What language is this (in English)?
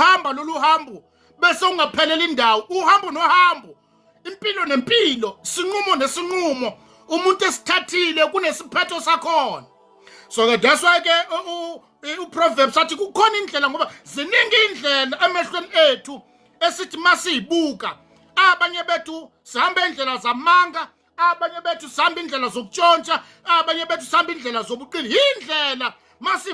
Zulu